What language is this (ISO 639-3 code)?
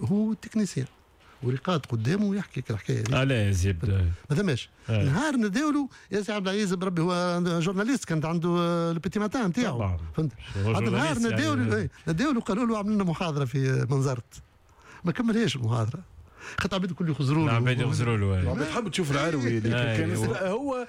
aeb